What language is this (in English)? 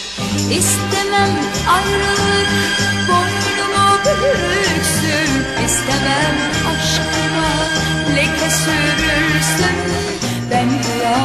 Turkish